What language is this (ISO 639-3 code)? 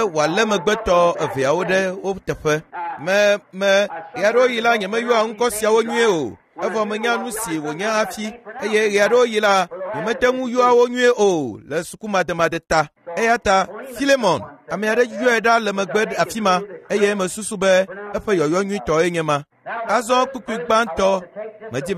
ewe